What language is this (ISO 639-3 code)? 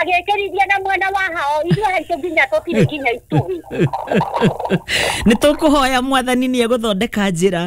kik